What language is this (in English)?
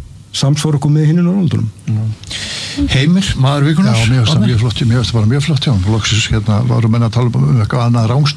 Icelandic